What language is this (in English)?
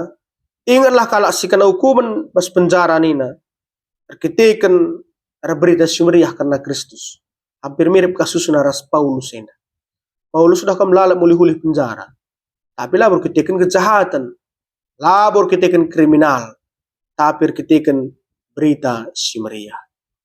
Batak Karo